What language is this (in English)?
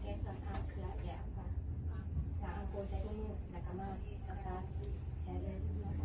Lao